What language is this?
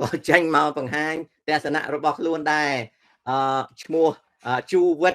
Khmer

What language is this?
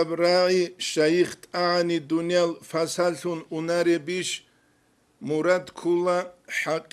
Avaric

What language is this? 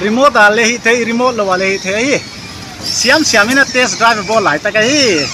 Paite Chin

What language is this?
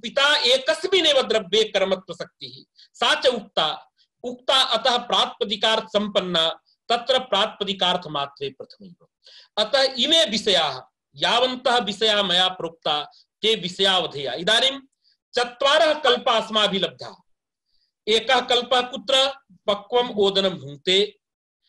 Sanskrit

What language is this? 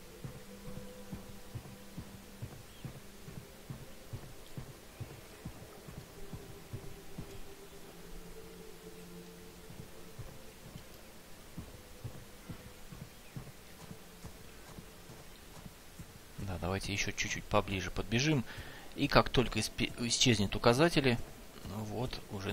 Russian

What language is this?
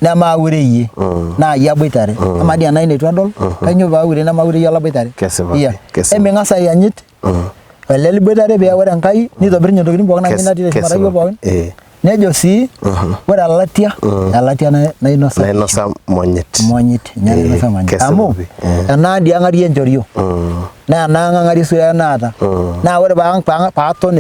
Masai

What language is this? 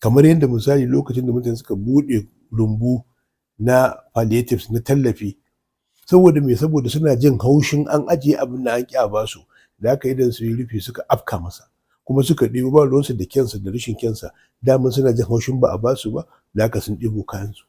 Hausa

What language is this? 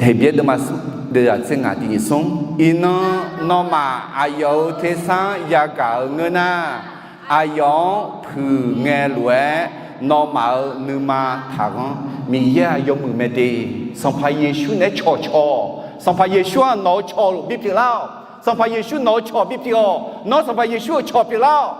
Akha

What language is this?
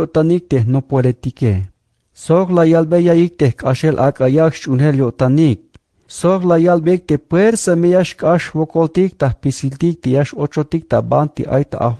Tzeltal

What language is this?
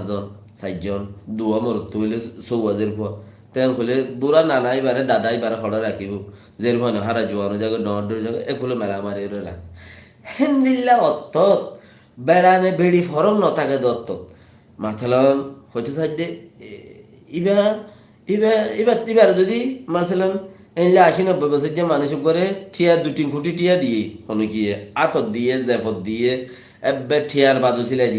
Rohingya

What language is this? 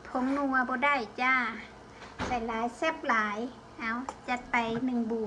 Lao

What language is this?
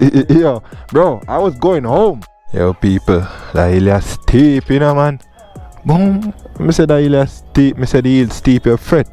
Jamaican Creole English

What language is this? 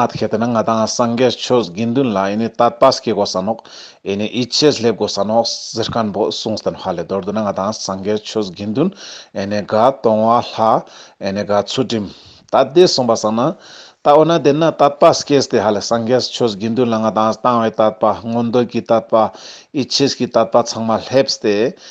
Ladakhi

